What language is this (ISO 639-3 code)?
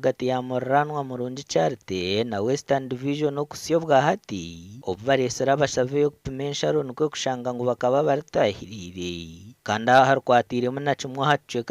nyn